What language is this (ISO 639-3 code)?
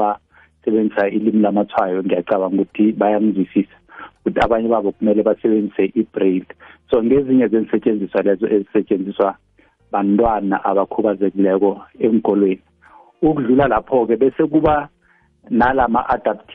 nbl